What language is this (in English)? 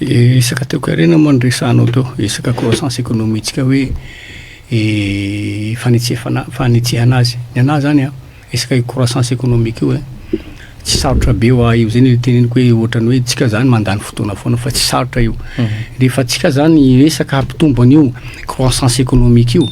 Malagasy